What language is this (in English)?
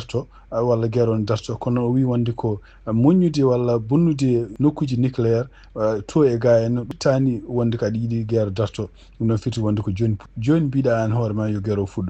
Fula